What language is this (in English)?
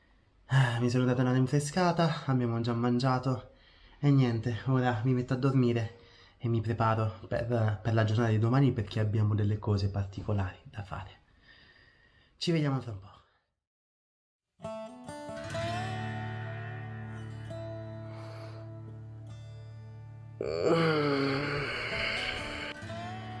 Italian